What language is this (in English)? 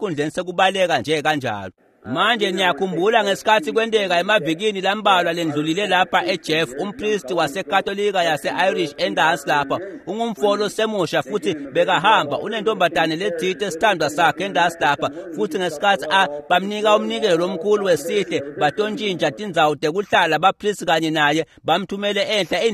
Swati